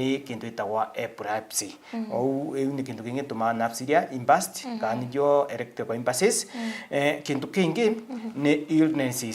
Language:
Meru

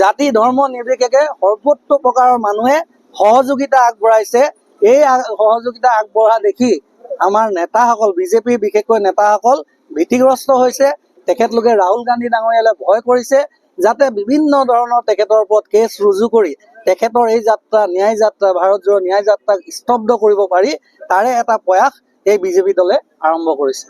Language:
Assamese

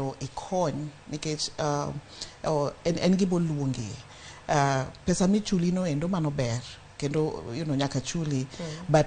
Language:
Luo (Kenya and Tanzania)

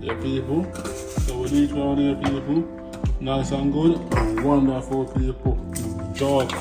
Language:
Jamaican Creole English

